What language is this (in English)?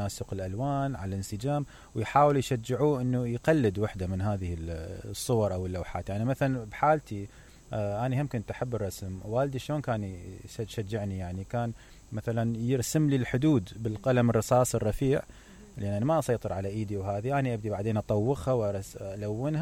Mesopotamian Arabic